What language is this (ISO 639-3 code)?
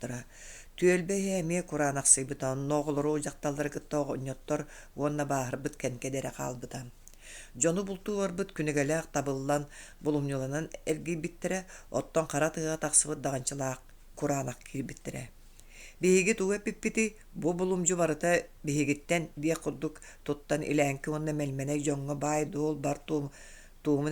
sah